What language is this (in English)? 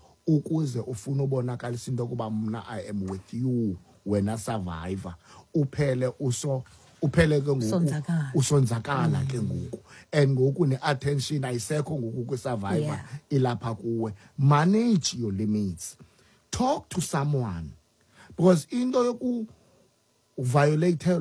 Xhosa